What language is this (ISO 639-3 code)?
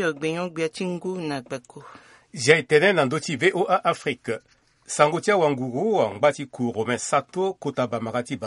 sag